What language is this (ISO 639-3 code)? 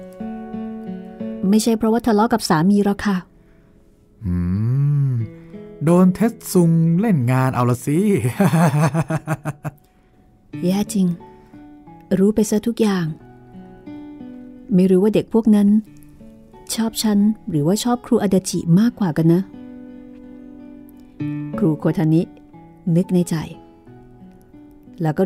tha